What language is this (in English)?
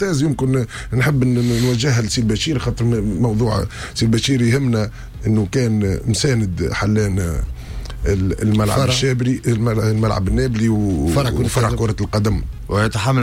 Tunisian Arabic